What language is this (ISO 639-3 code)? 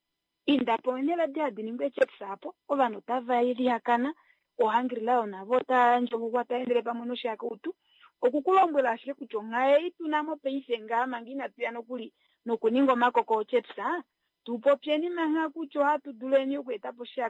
kua